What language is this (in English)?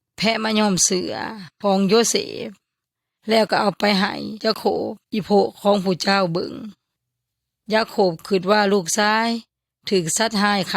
Yoy